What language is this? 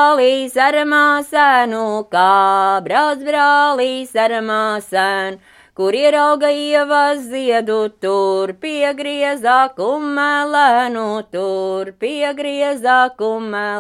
Latvian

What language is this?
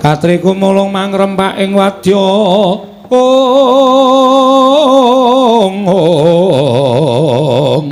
Javanese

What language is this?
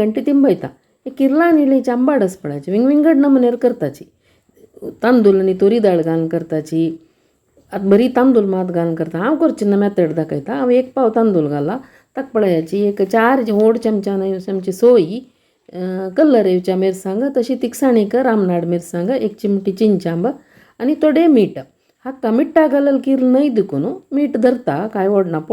Konkani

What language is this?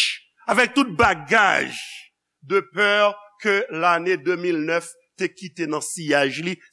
Haitian Creole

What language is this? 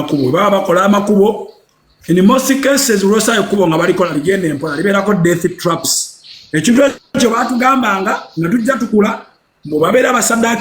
Ganda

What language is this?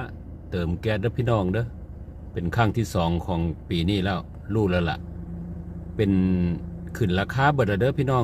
Northeastern Thai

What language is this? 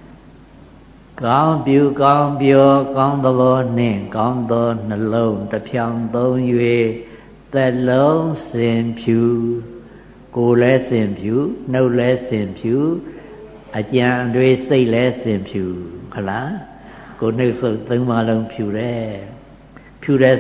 Burmese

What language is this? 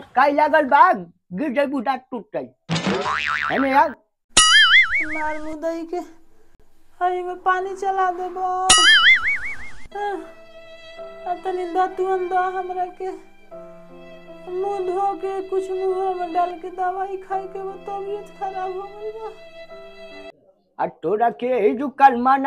Bhojpuri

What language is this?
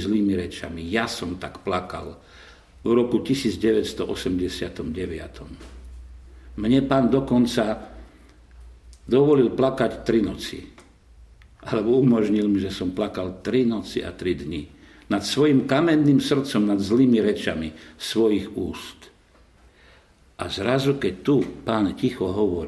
Slovak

